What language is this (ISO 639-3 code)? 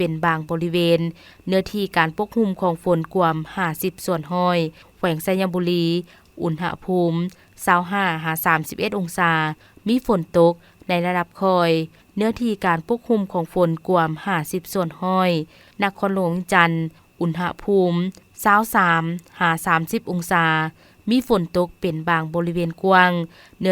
lao